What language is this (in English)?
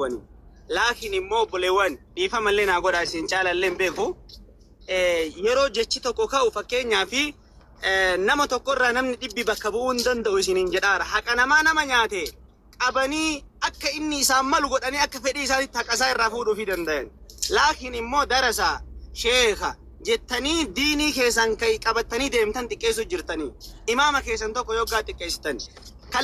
Oromo